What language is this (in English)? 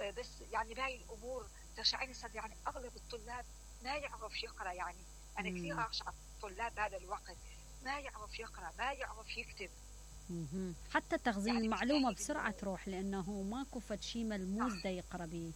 Mesopotamian Arabic